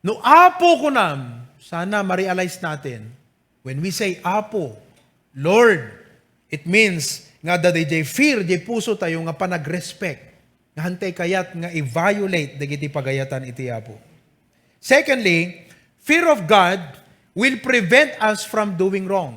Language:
Iloko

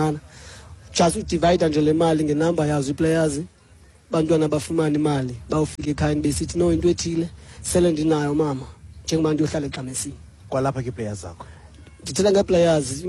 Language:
Xhosa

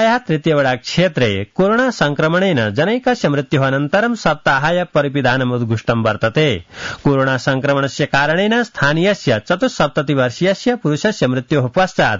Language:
Sanskrit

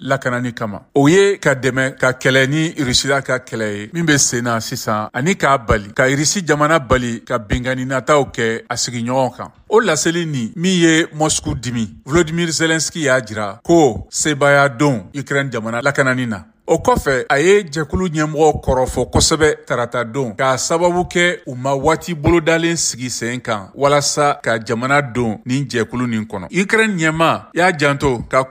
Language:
Bambara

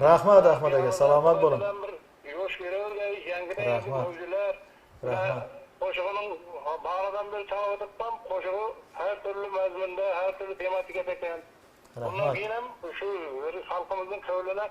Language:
Kara-Kalpak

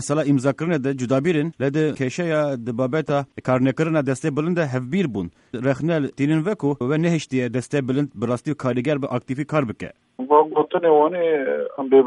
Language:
Kurdish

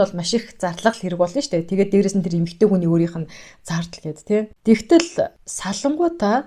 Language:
Mongolian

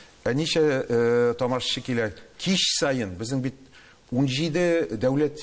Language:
Tatar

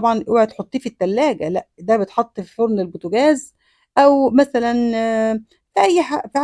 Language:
Egyptian Arabic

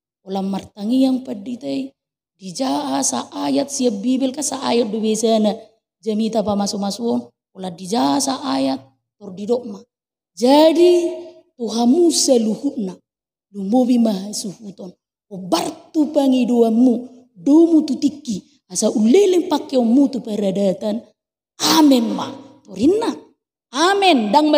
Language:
Batak Toba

